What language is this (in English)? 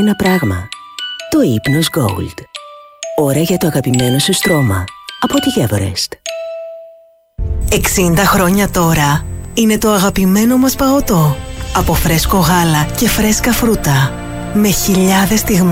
Greek